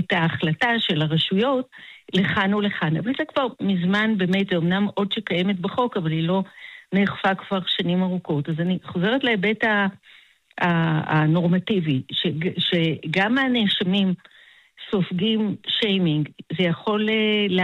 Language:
Hebrew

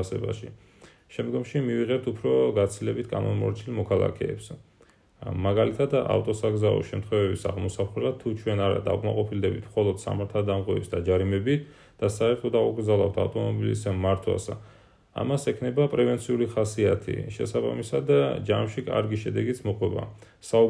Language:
Georgian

